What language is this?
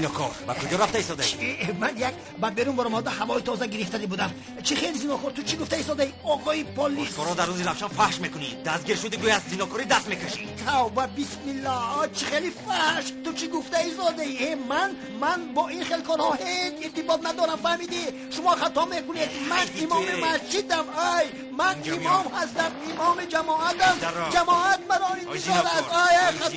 Tajik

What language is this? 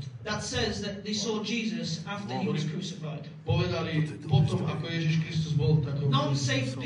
Slovak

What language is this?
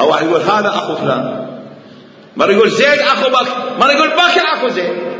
Mesopotamian Arabic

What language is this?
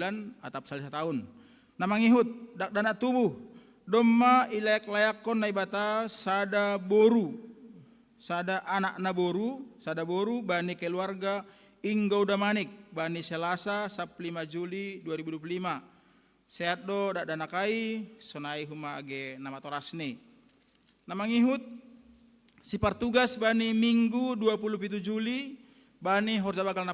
Batak Simalungun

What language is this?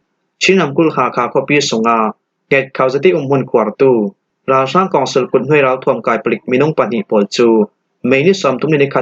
Falam Chin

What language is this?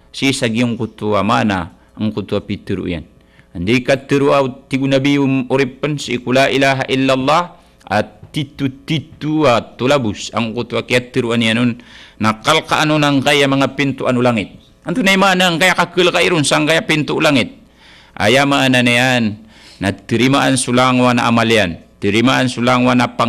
Maranao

